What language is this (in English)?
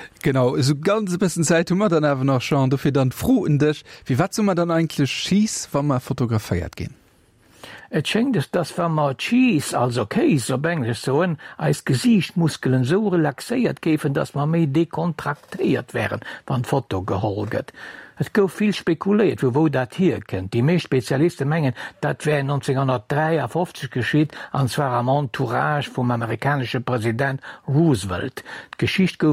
Luxembourgish